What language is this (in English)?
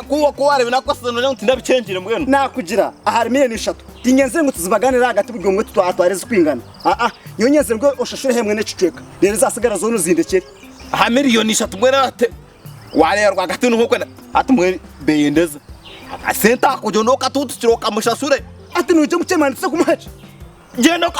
Nyankole